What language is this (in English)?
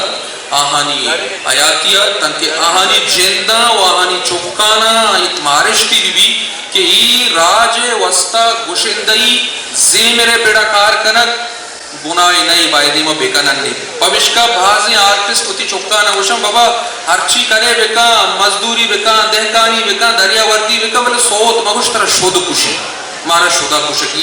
Eastern Balochi